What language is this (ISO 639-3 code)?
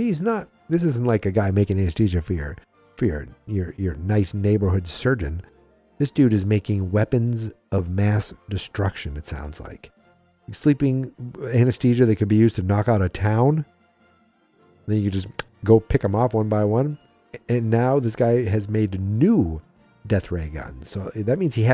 eng